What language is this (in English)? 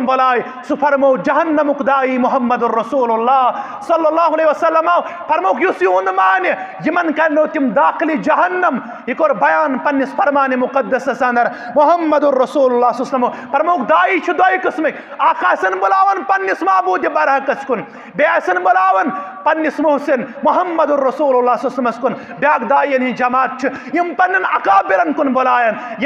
Kashmiri